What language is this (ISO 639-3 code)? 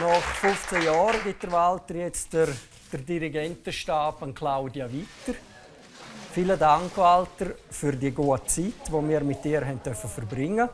roh